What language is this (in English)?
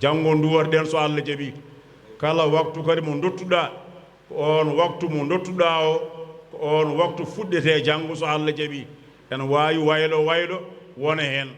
Fula